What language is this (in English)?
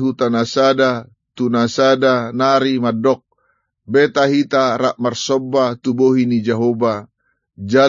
Batak Toba